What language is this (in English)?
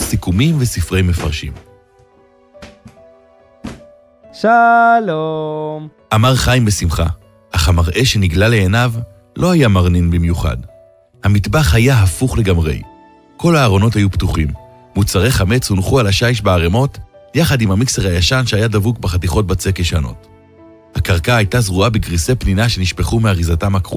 Hebrew